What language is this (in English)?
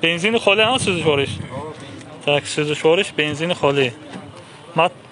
Tajik